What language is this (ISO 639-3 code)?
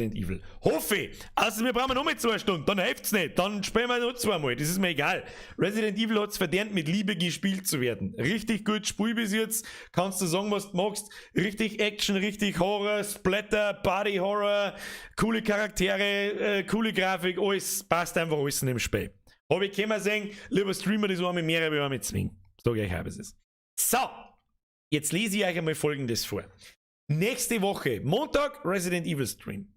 bar